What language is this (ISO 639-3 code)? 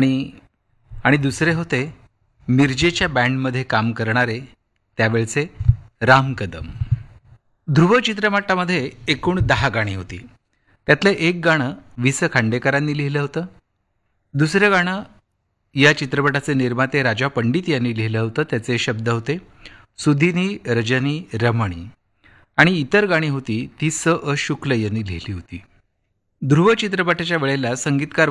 mar